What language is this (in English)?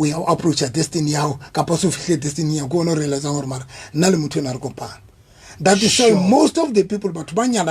Southern Sotho